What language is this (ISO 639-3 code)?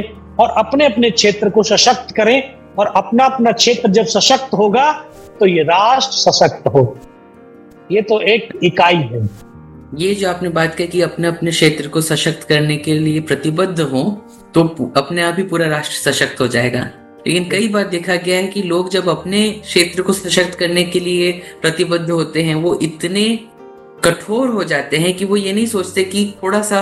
hin